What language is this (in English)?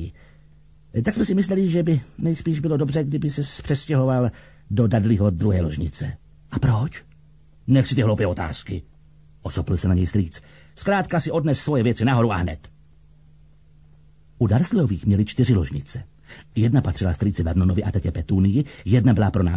Czech